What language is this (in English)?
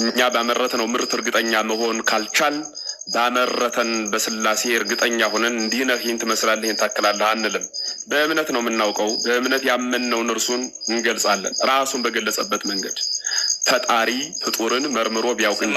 Amharic